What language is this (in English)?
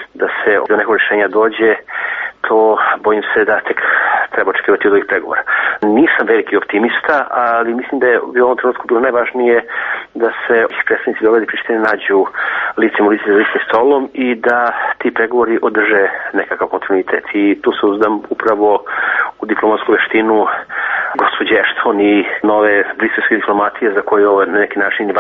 Serbian